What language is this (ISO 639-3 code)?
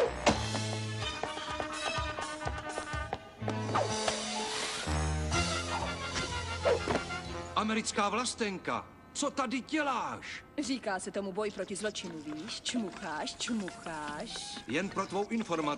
ces